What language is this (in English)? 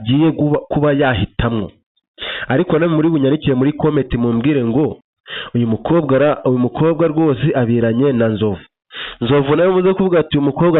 Kinyarwanda